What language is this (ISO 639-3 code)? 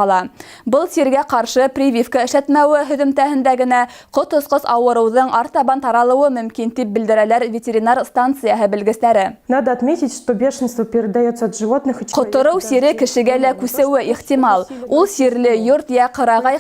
bak